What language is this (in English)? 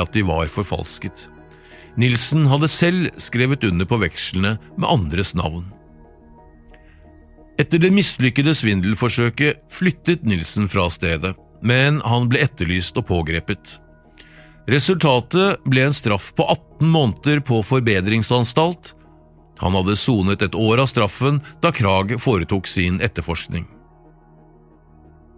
Norwegian